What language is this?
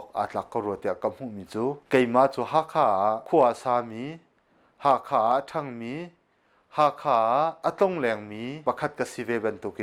Hakha Chin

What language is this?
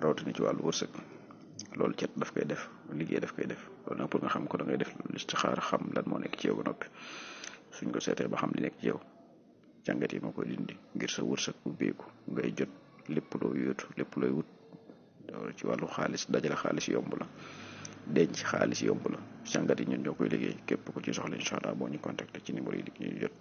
Wolof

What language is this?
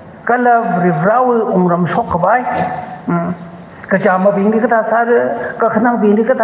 Tangkhul Naga (India)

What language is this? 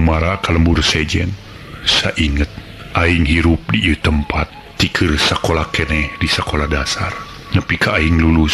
Sundanese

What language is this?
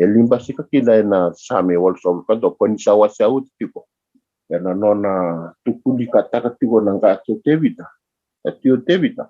Fijian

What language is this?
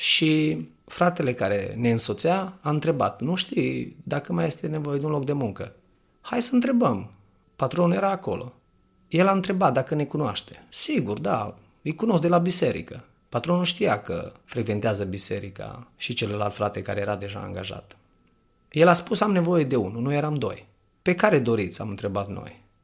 Romanian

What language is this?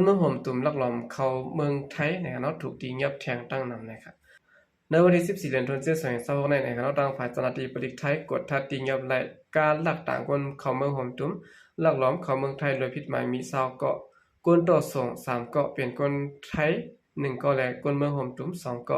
Shan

